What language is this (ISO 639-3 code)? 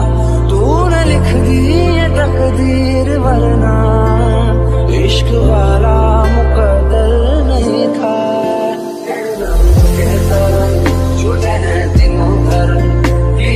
hin